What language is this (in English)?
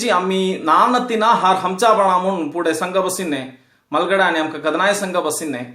Konkani